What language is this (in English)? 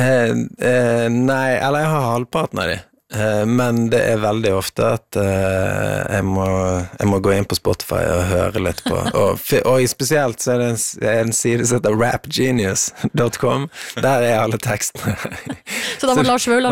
Norwegian